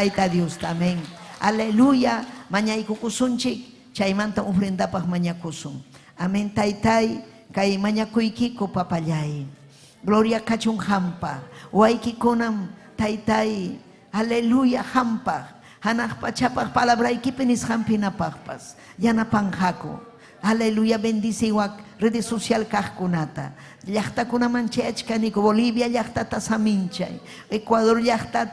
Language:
Ayacucho Quechua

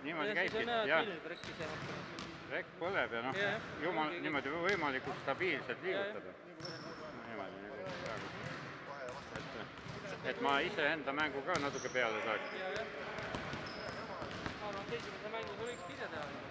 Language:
Estonian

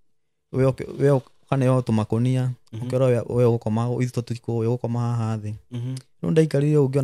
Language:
Kikuyu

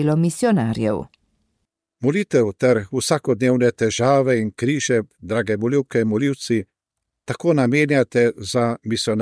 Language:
Slovenian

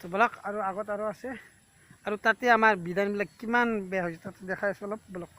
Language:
Assamese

